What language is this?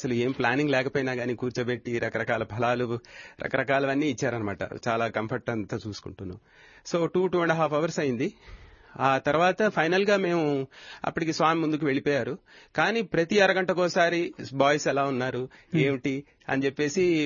Telugu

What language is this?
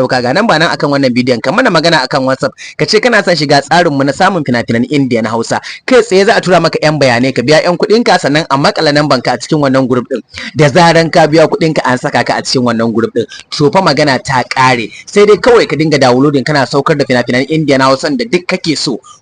Hausa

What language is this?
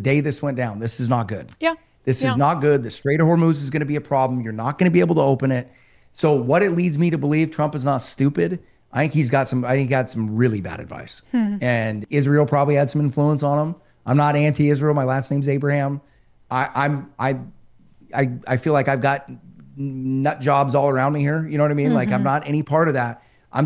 English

